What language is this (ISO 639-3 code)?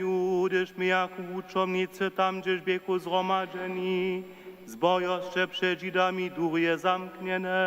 hsb